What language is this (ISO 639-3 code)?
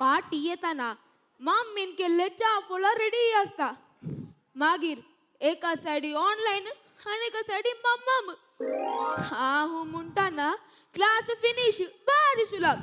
kok